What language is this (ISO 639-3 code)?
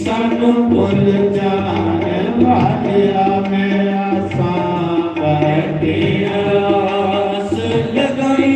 doi